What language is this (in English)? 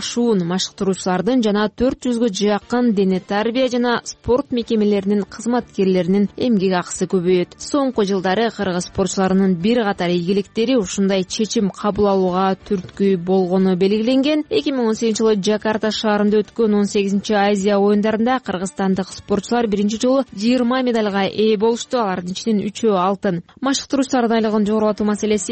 Kyrgyz